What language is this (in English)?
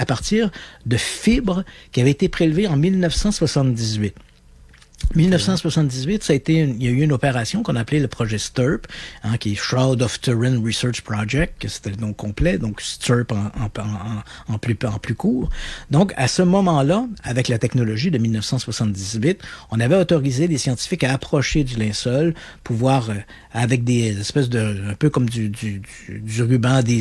French